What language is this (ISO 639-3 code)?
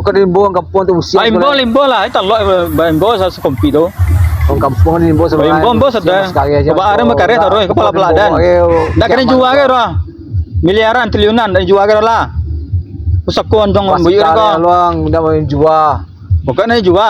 min